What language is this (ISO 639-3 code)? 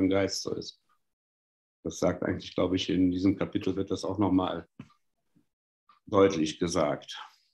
deu